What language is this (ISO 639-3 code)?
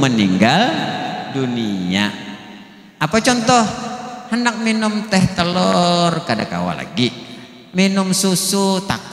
bjn